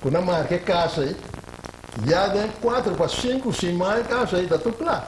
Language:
Papiamento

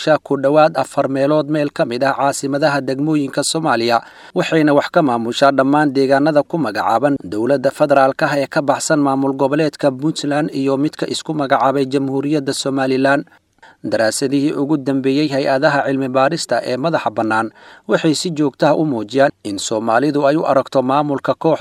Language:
Somali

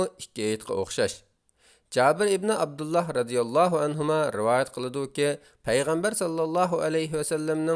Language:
Uyghur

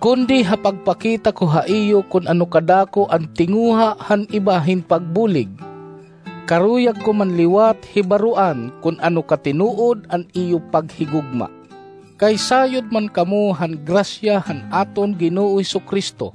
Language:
Waray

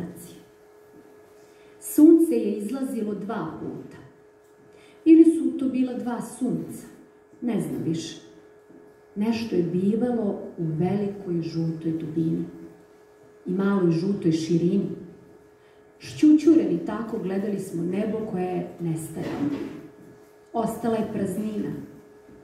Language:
Serbian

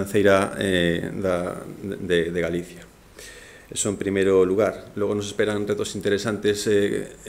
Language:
Galician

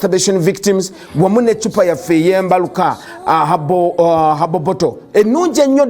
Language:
Ganda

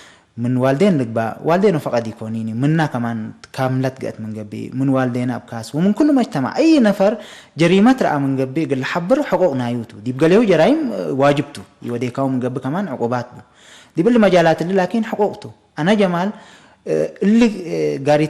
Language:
Tigre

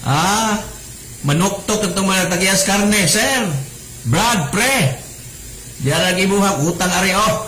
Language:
Cebuano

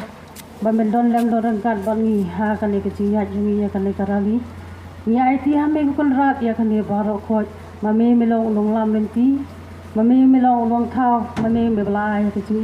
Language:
Khasi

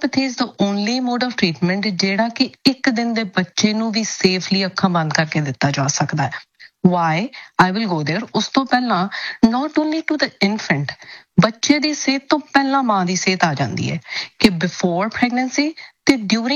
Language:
Punjabi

